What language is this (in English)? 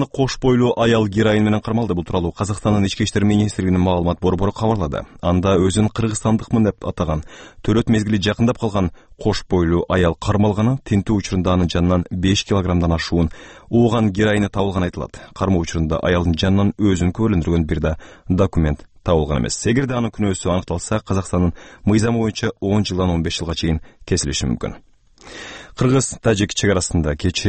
Kyrgyz